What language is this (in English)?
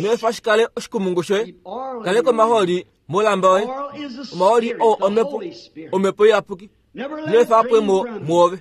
Kuanyama